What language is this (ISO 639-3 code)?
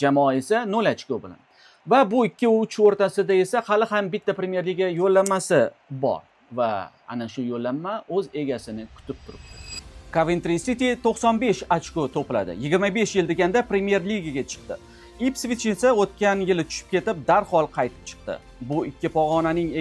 uzb